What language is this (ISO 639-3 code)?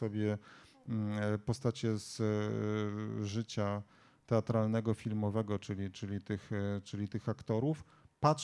pol